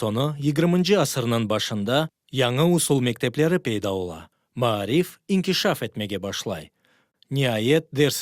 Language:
Crimean Tatar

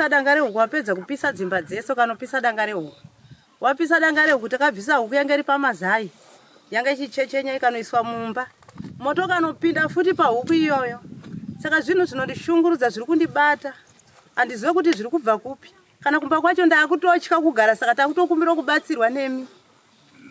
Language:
Shona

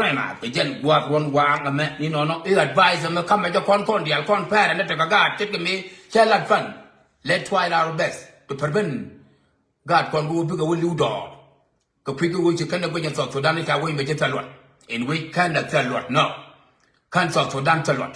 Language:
Nuer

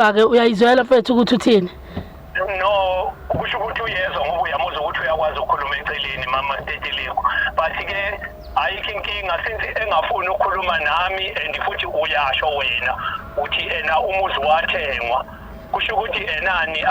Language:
Zulu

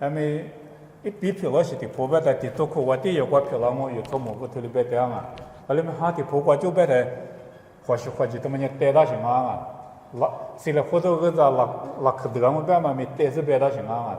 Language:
Lisu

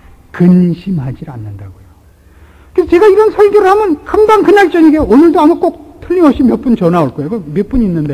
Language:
Korean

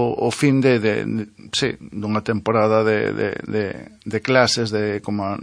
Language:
Galician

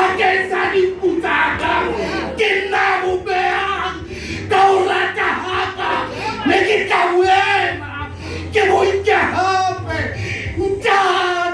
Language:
Southern Sotho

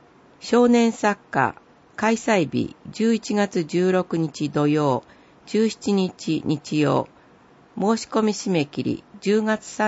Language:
Japanese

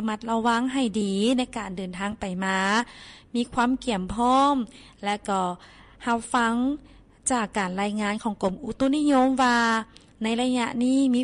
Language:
Lao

